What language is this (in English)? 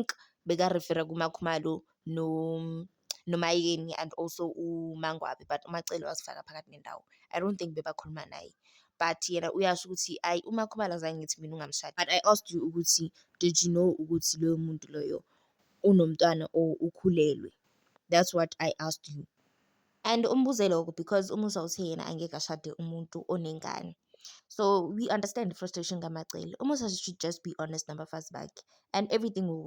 Zulu